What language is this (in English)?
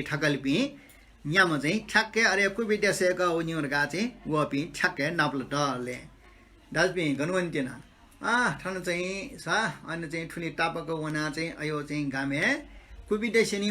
Newari